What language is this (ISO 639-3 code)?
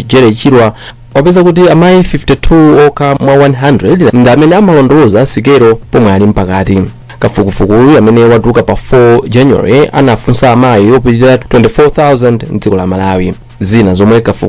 nya